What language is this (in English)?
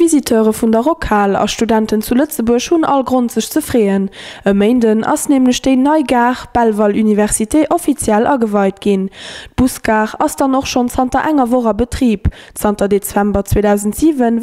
Luxembourgish